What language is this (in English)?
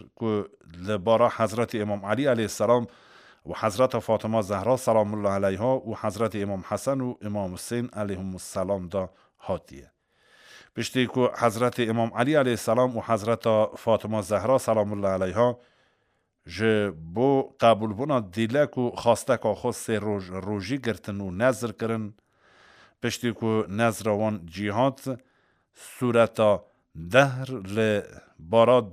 Kurdish